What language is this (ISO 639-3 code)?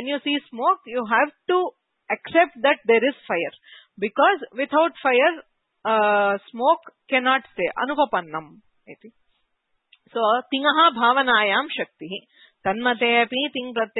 san